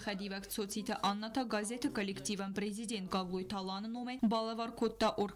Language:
Ossetic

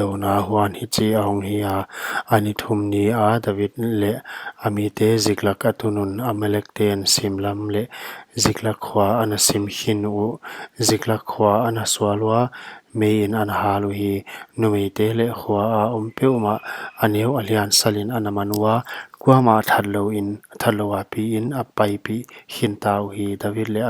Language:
Paite Chin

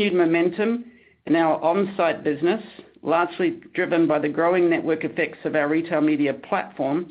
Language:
English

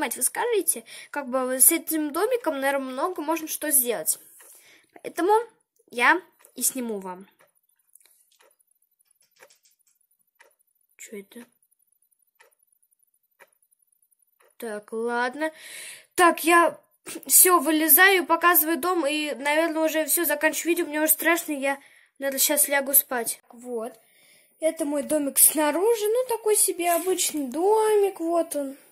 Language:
Russian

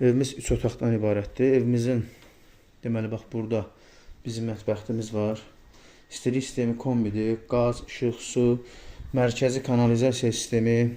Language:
Azerbaijani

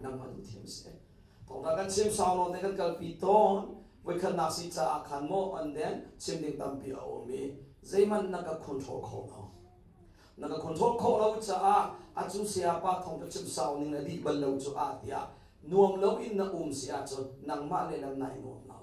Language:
Hakha Chin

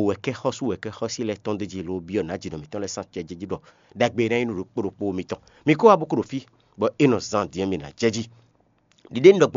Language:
Fon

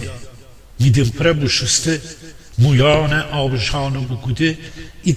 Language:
Gilaki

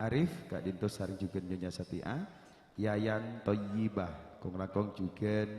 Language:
Madurese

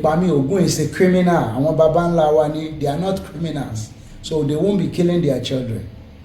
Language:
Yoruba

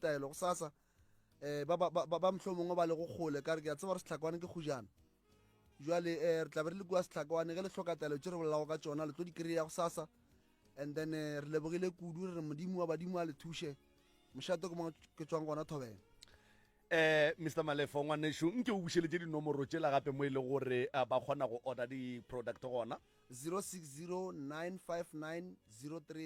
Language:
Northern Sotho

